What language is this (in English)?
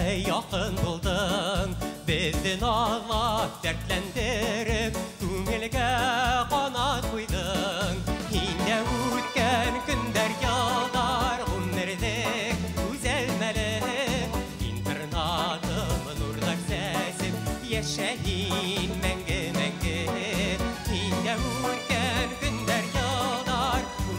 Bashkir